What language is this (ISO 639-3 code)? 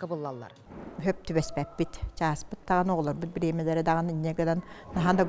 sah